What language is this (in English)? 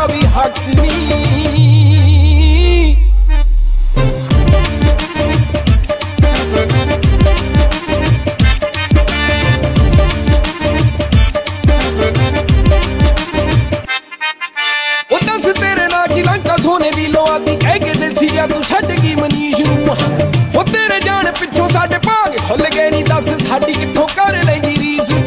Punjabi